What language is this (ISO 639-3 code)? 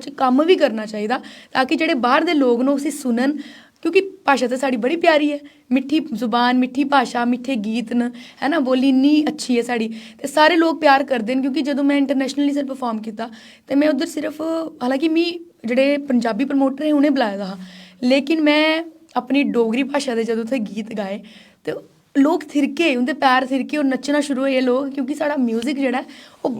doi